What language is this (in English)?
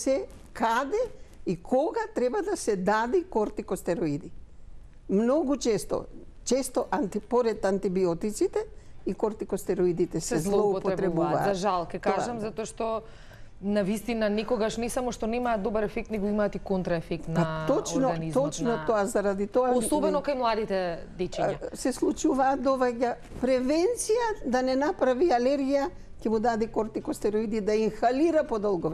Macedonian